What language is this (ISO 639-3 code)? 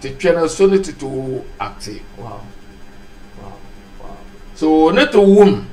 dag